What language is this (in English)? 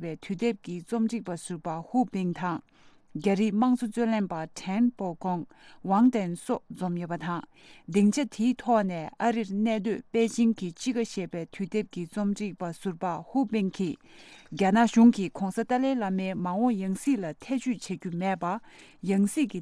Tibetan